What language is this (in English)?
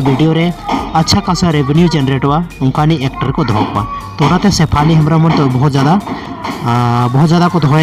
Santali